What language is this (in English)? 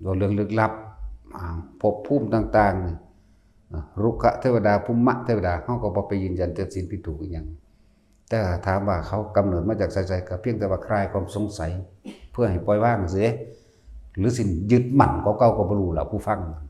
Northeastern Thai